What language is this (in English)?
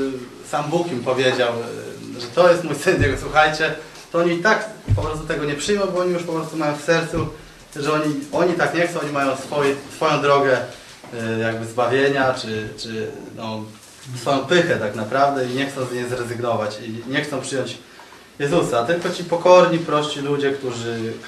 Polish